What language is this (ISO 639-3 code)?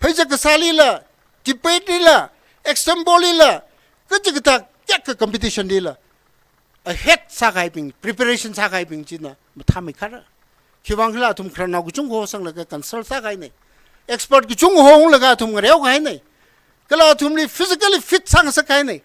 nmf